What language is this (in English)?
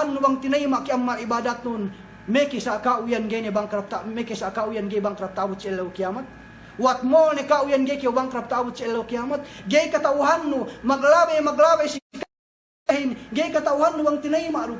Yakan